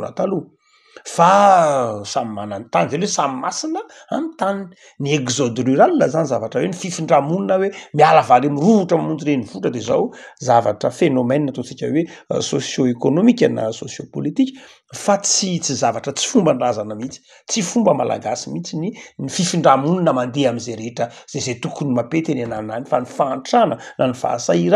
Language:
Malagasy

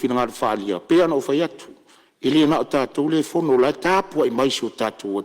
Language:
Samoan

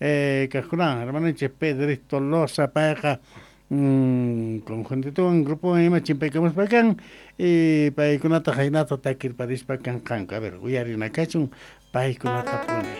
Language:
Quechua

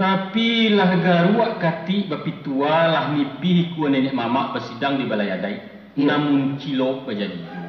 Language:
Minangkabau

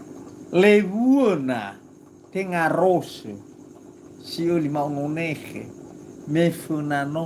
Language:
Nias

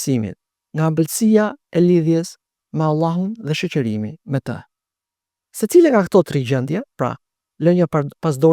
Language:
Albanian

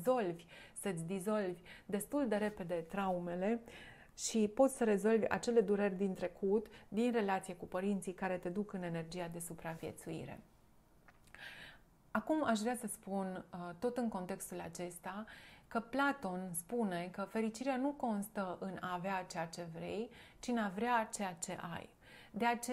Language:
Romanian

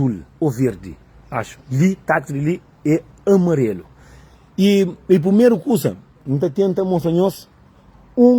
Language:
Kabuverdianu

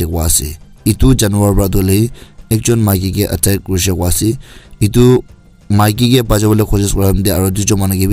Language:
Naga Pidgin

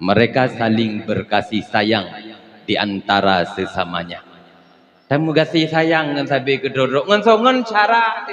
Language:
Achinese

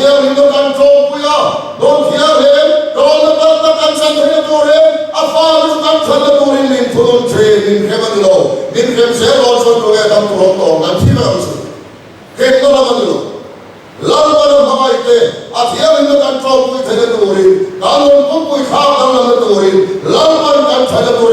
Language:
Mizo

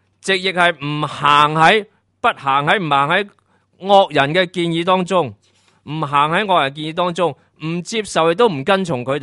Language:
Cantonese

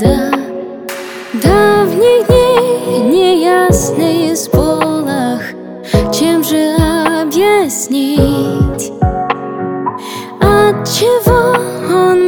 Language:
Russian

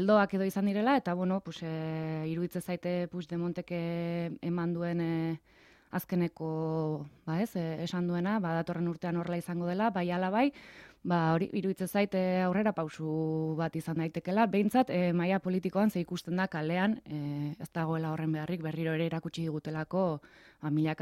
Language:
Basque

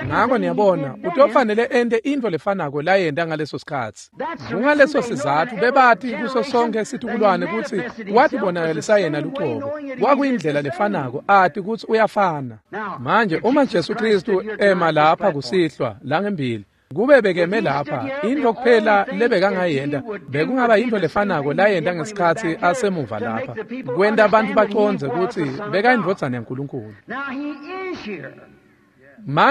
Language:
Swati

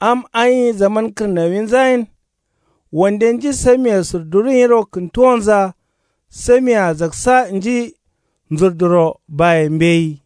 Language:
Kanuri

